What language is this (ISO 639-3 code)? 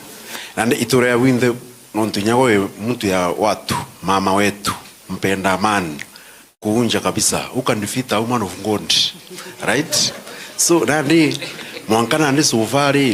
mer